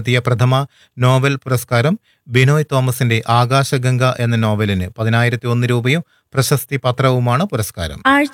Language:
Malayalam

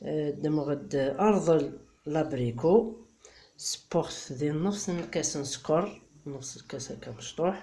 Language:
Kabyle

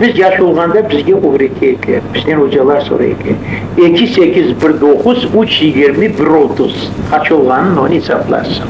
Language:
Crimean Tatar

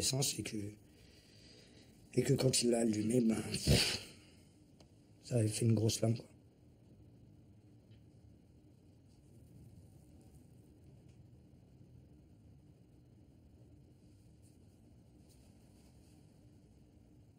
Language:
French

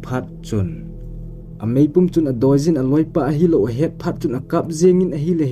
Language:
Thado Chin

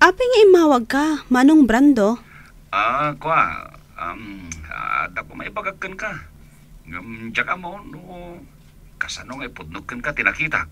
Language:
Iloko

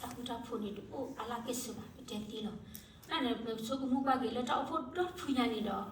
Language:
S'gaw Karen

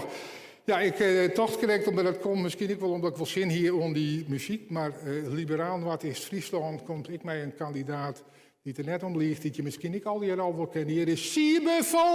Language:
Western Frisian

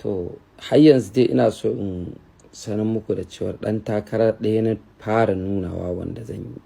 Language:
Hausa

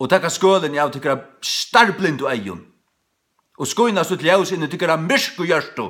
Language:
Faroese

